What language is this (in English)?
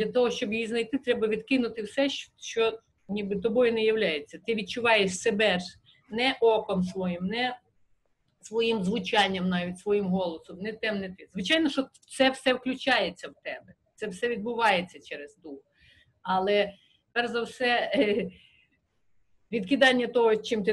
Ukrainian